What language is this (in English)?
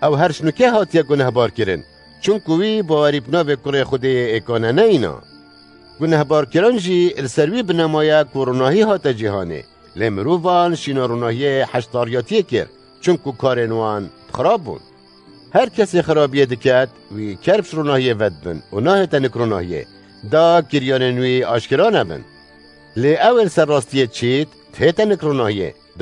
Kurdish